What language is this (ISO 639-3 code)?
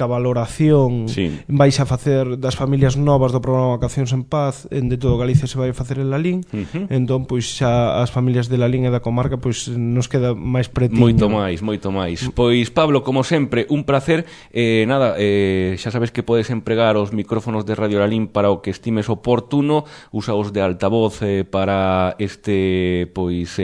glg